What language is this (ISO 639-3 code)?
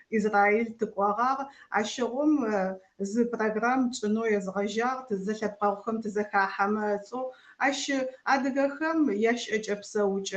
ady